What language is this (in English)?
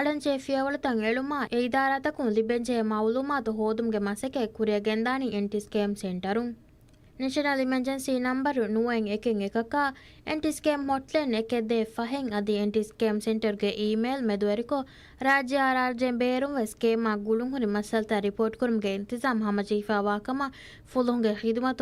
Divehi